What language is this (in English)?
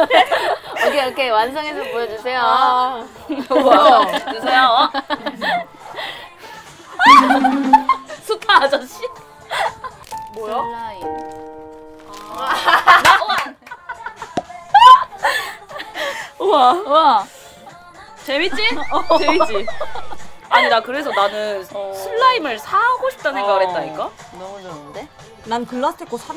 Korean